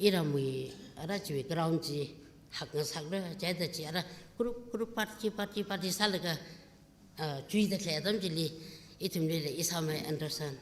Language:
Tangkhul Naga (India)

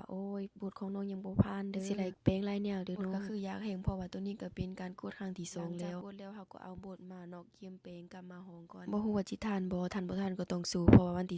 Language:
Lao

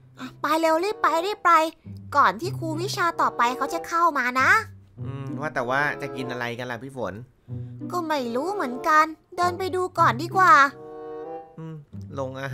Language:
Thai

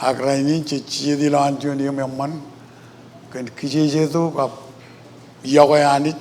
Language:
Marshallese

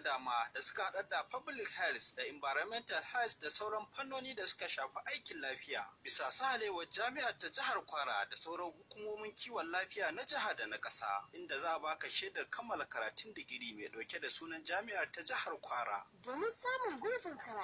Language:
Hausa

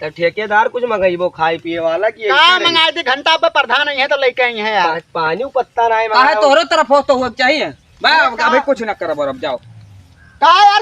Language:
Awadhi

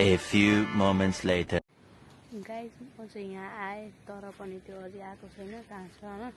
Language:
Nepali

